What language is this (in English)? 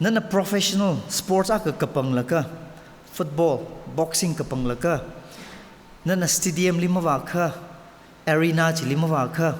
Tangkhul Naga (India)